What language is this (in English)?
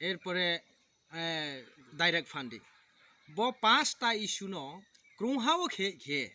Kok Borok